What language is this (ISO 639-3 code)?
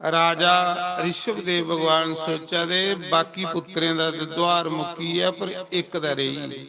doi